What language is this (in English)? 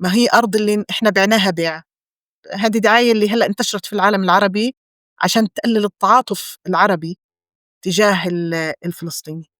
North Levantine Arabic